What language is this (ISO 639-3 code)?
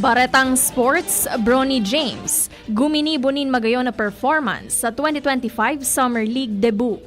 bik